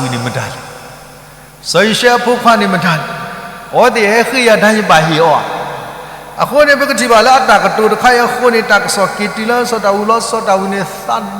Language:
S'gaw Karen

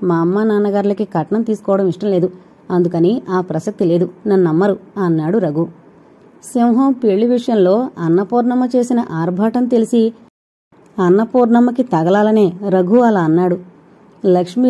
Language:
Telugu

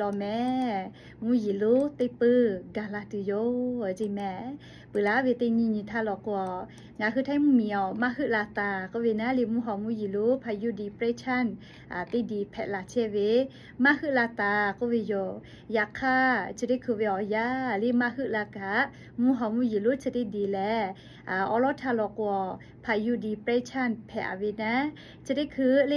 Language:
Lahu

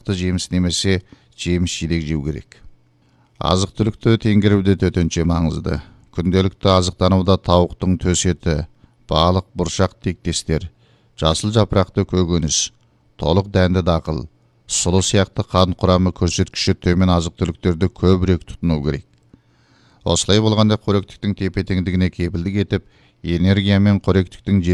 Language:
Kazakh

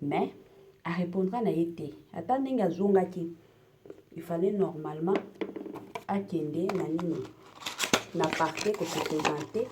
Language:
Lingala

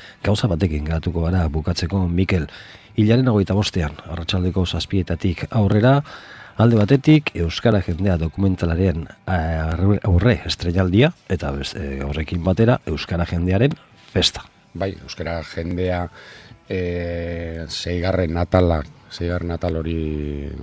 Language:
Basque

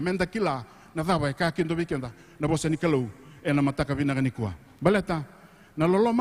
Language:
Fijian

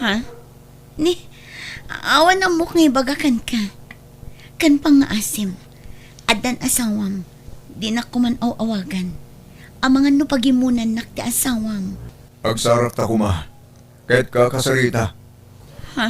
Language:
Iloko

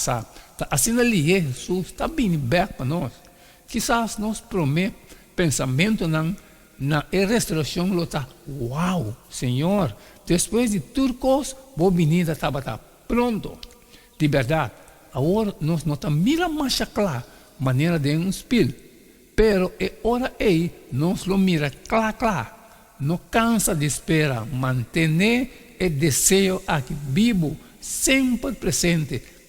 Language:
Papiamento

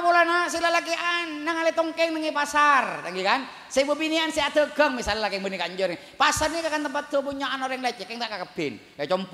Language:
Madurese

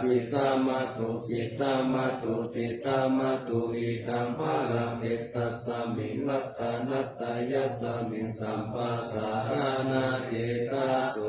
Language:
Pali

